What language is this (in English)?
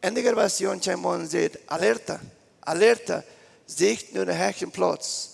Plautdietsch